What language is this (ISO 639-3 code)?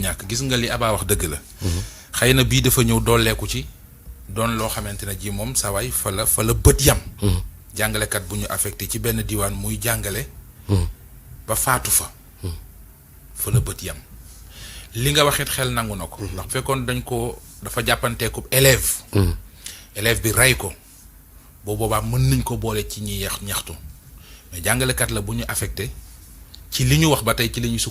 wol